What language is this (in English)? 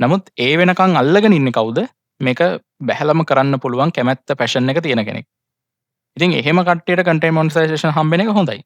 Sinhala